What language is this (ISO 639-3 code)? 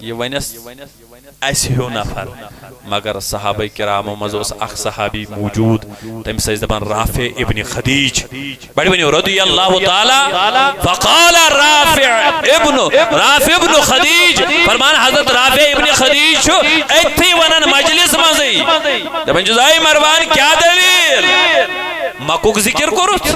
kas